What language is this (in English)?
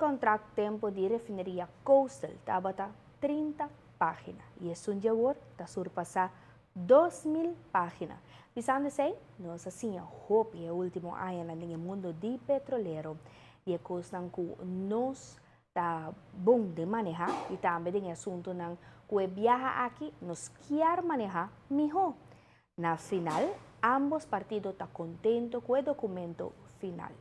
Papiamento